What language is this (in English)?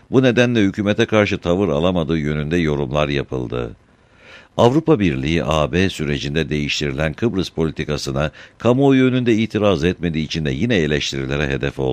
Turkish